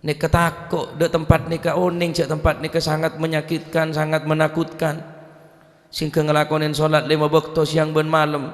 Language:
Madurese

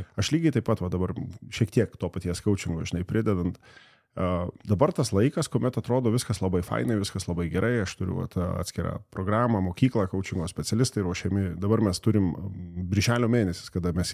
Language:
Lithuanian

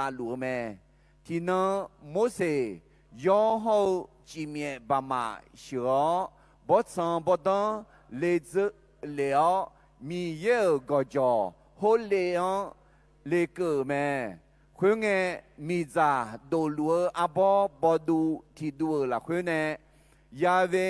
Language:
Akha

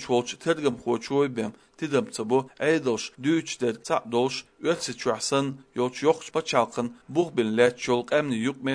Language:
Chechen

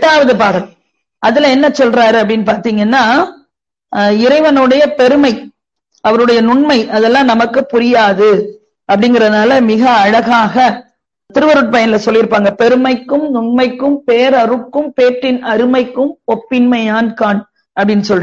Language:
Tamil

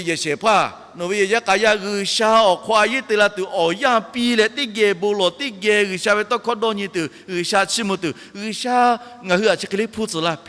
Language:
Lahu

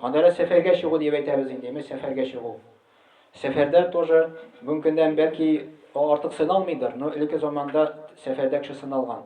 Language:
Tatar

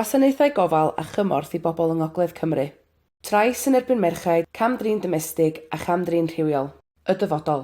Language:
Welsh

